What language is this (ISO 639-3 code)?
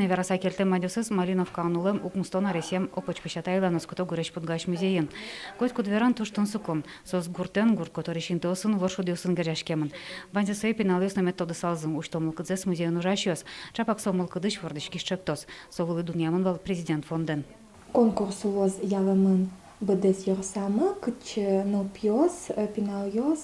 udm